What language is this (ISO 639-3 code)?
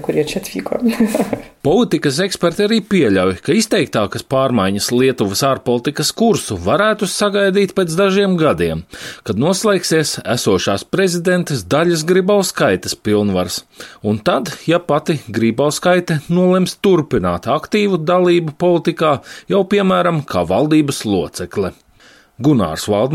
lav